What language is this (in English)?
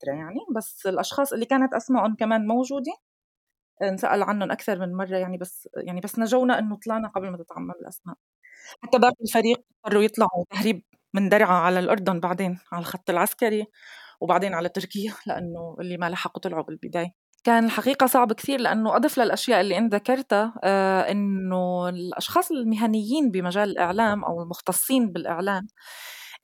North Levantine Arabic